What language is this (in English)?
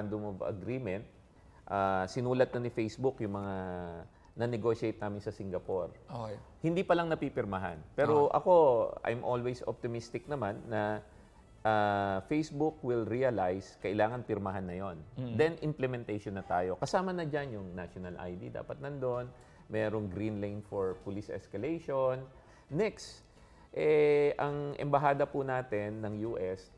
Filipino